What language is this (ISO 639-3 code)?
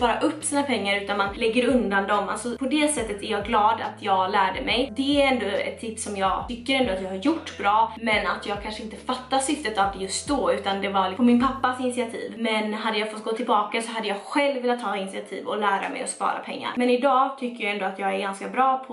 swe